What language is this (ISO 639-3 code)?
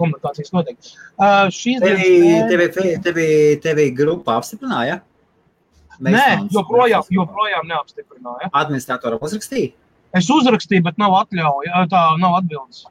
lav